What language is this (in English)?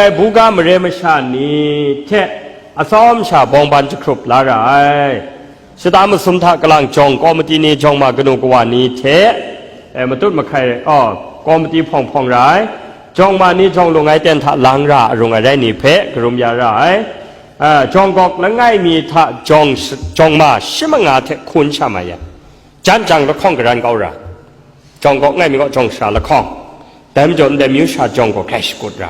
Kachin